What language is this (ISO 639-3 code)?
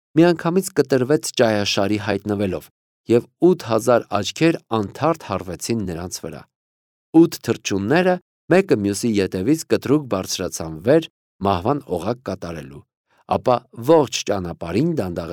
hye